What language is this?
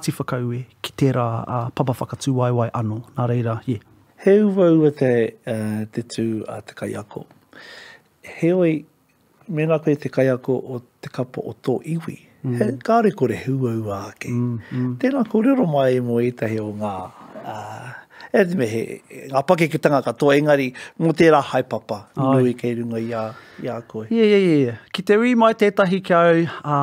Māori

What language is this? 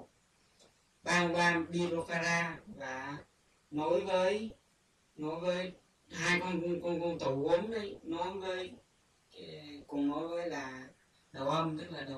Vietnamese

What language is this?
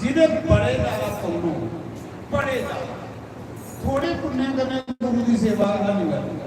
Dogri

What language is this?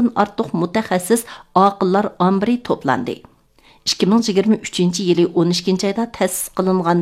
Uyghur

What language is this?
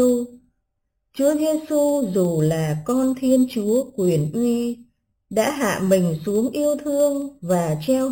Vietnamese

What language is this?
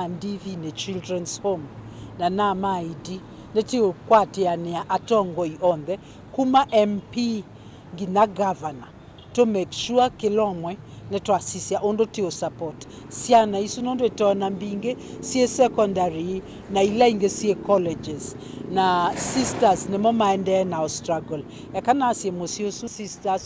Kamba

